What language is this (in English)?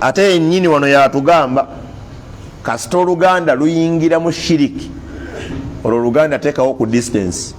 Ganda